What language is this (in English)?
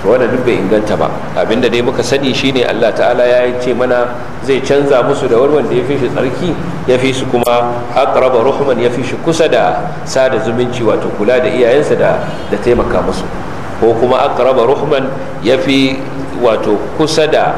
Hausa